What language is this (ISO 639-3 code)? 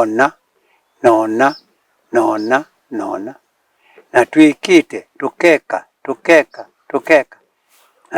kam